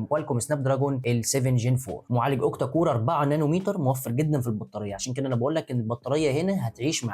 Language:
Egyptian Arabic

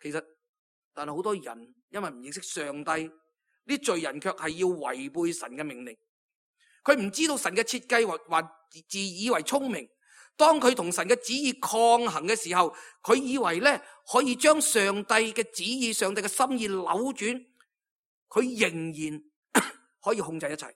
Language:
Cantonese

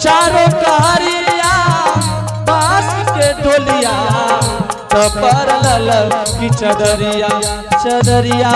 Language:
Angika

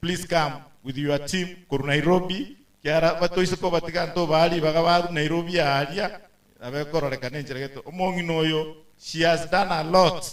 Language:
Gusii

